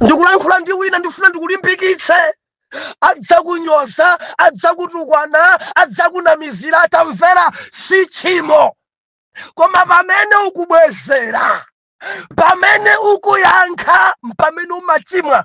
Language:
Nyanja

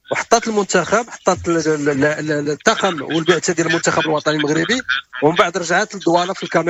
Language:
Moroccan Arabic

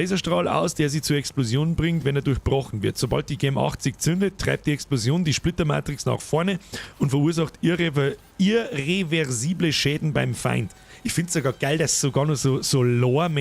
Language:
Bavarian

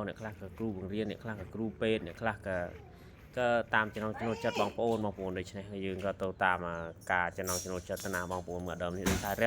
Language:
Khmer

